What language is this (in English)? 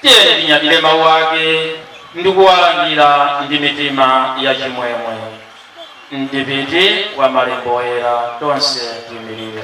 Nyanja